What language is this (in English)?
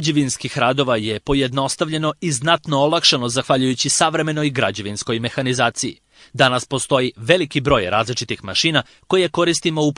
Serbian